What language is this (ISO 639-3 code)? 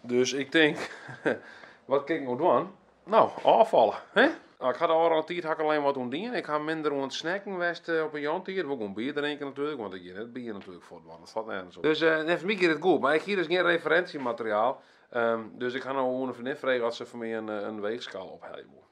fry